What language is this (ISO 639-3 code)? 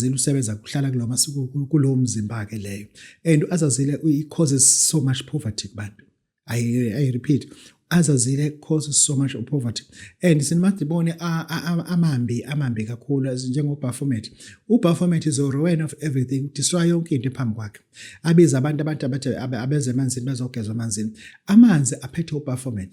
zul